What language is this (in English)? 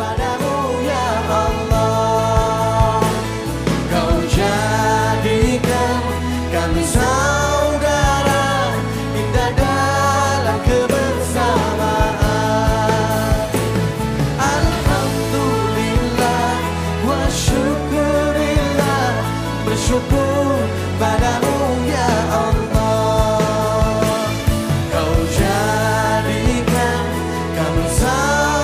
Banjar